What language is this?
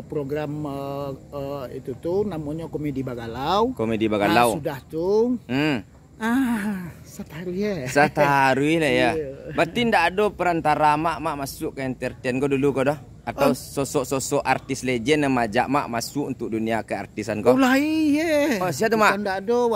Minangkabau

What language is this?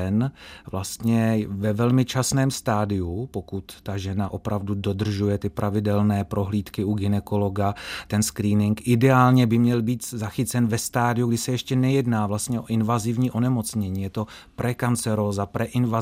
Czech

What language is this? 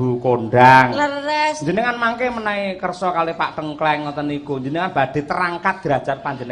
Javanese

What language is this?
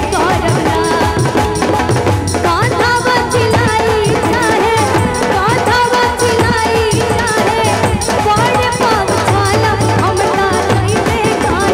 Bhojpuri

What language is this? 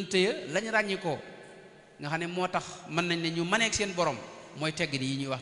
Wolof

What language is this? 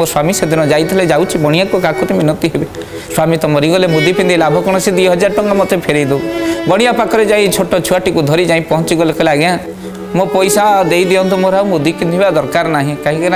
Odia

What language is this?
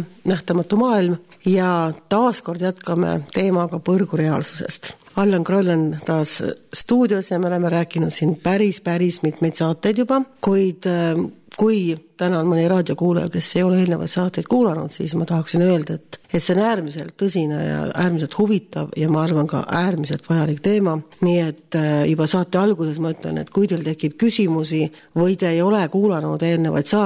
Estonian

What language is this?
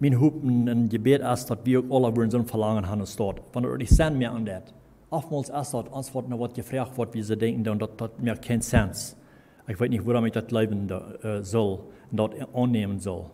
Plautdietsch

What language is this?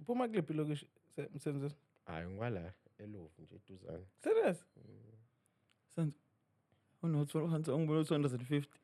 Zulu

